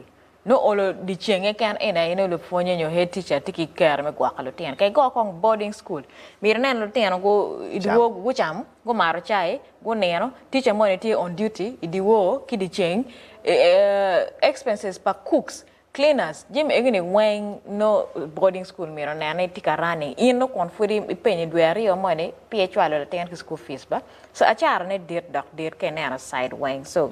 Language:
Acoli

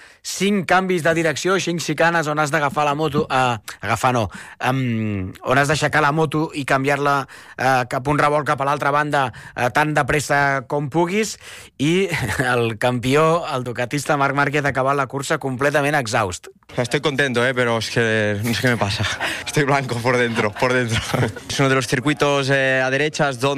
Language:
Catalan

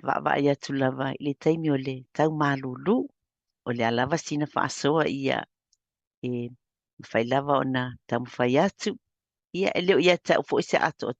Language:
Samoan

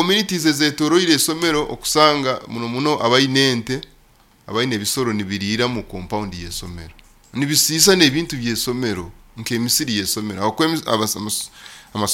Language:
Nyoro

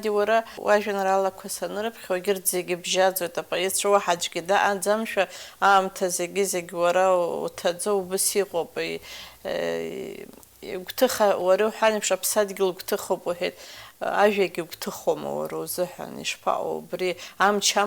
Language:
Abkhazian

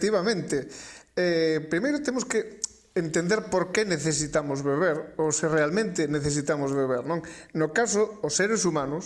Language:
Galician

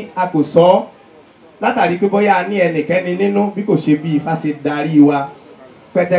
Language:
Yoruba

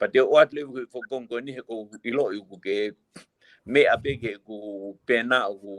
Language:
Tongan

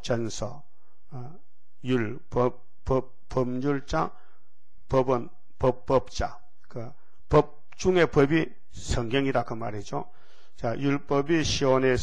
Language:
Korean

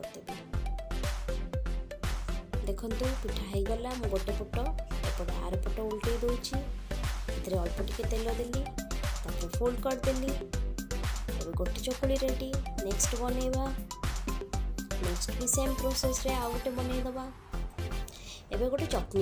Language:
Odia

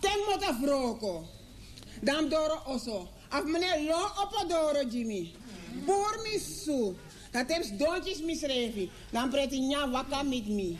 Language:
Sranan Tongo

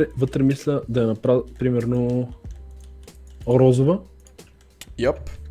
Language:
Bulgarian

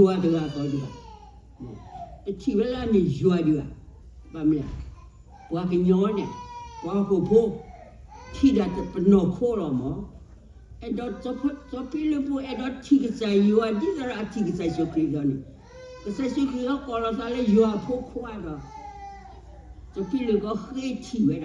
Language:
S'gaw Karen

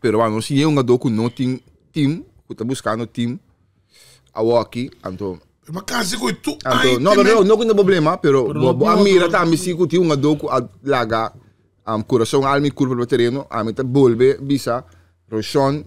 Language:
Papiamento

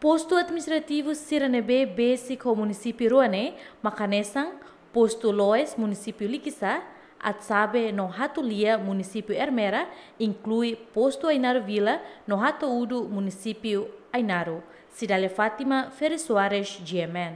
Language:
Tetum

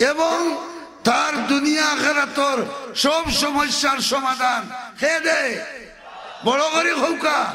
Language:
Sylheti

